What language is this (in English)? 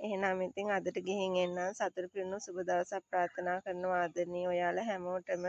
Sinhala